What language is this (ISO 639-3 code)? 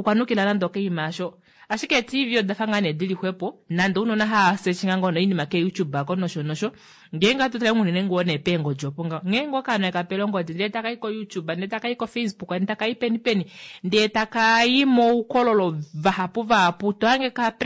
kua